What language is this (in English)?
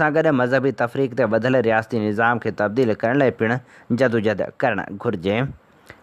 Sindhi